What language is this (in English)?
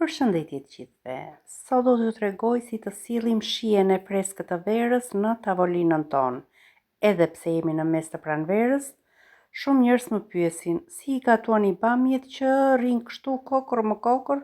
Albanian